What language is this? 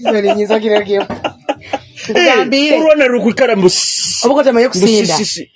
Nyoro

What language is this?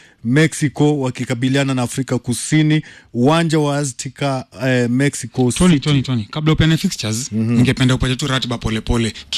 Swahili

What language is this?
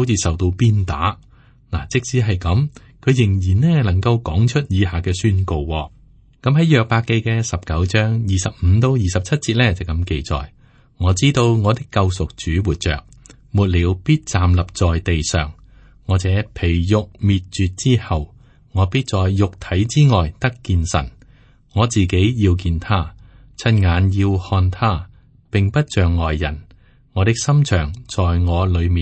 Cantonese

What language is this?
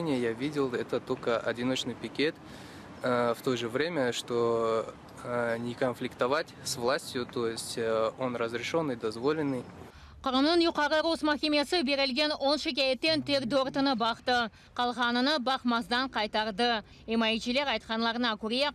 Crimean Tatar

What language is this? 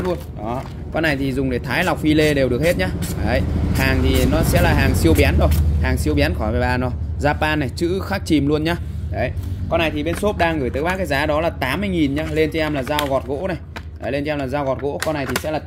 Vietnamese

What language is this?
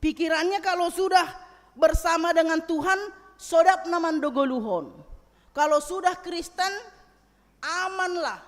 Batak Simalungun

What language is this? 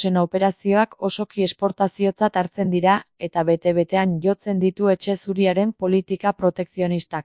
Basque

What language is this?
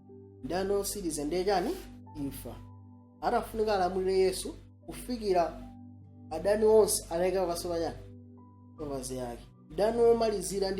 Nyanja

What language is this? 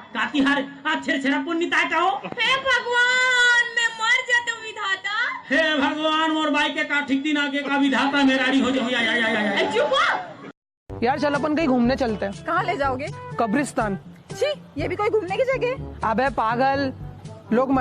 Chhattisgarhi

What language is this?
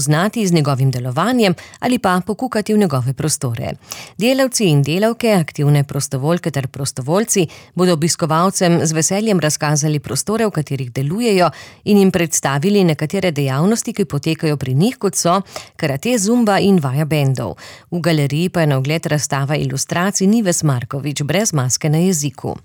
Slovenian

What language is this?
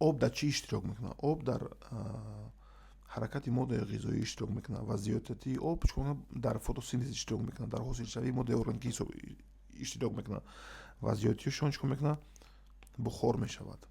Tajik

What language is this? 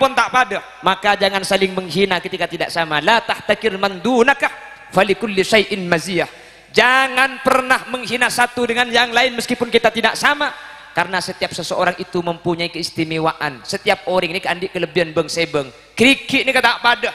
Madurese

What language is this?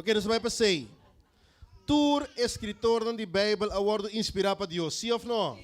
Papiamento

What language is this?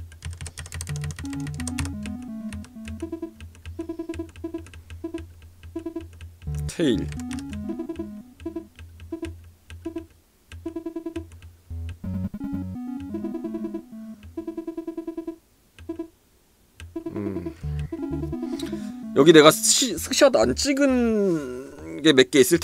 Korean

